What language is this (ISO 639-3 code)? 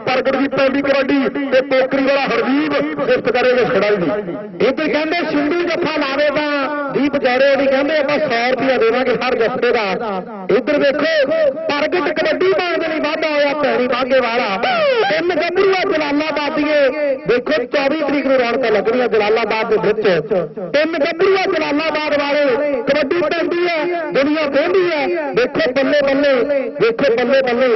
pan